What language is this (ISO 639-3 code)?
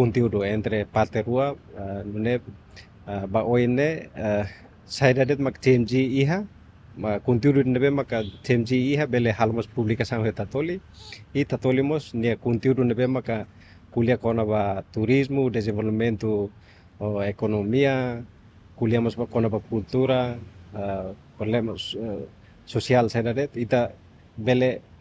tet